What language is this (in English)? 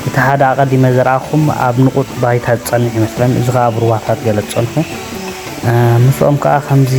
Tigrinya